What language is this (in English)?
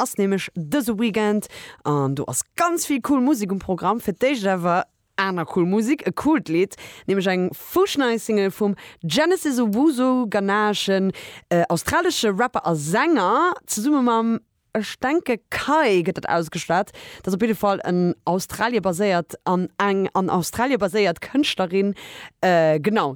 Luxembourgish